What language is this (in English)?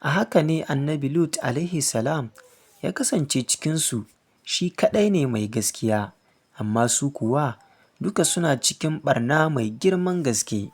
Hausa